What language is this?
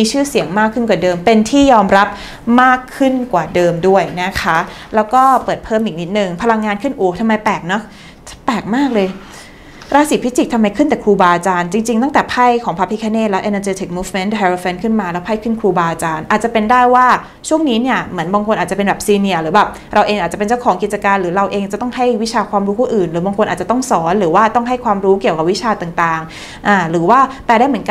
Thai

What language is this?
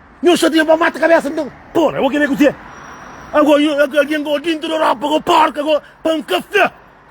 Kabuverdianu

